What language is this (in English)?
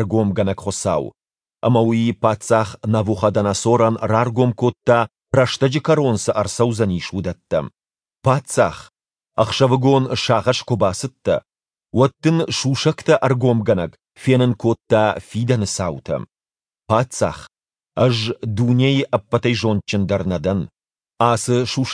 Ossetic